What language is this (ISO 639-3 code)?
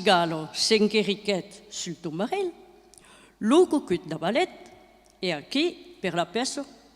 oci